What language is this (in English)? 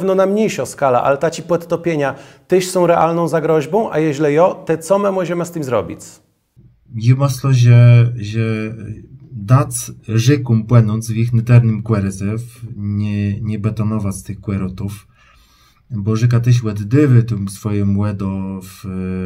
Kashubian